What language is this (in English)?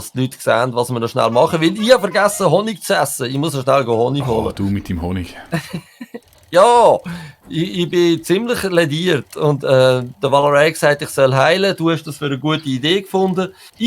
Swiss German